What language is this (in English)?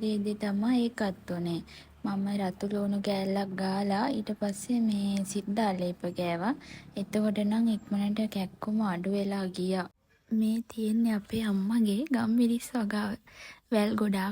Sinhala